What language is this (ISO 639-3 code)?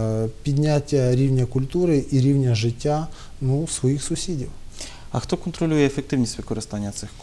ukr